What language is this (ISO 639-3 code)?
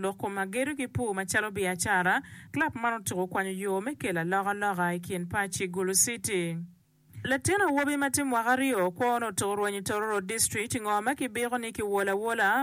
ach